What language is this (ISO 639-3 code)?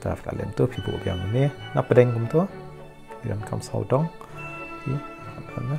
kha